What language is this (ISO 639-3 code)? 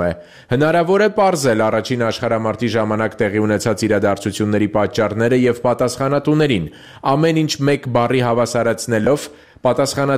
hye